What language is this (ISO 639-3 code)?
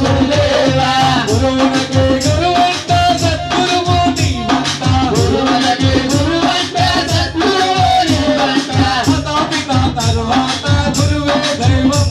tel